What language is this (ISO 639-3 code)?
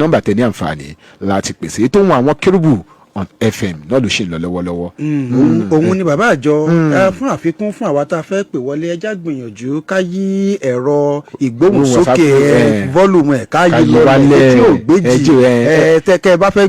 yor